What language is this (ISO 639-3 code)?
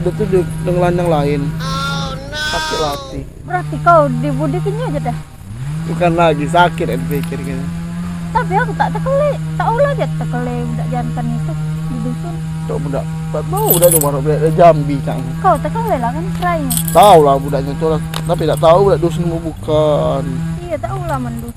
mui